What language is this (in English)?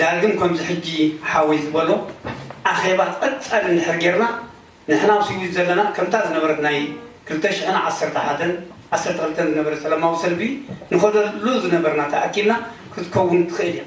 Tigrinya